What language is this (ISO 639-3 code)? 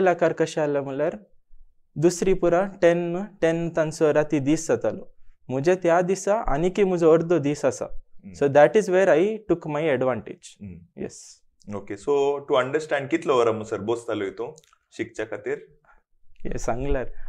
kok